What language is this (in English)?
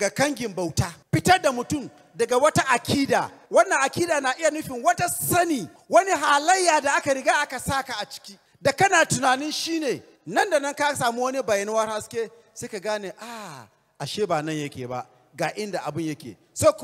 Hausa